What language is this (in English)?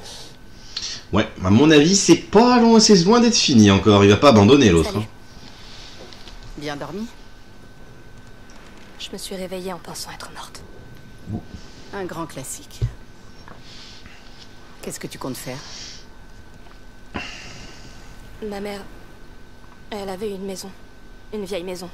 French